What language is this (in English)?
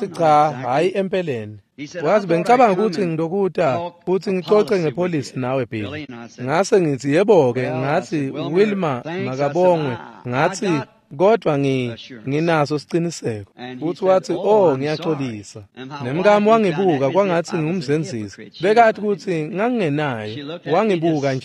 Swati